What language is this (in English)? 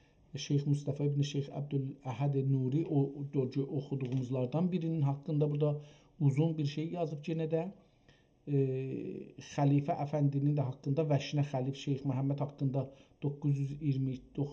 South Azerbaijani